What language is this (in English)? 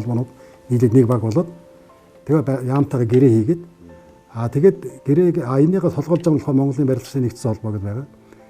Mongolian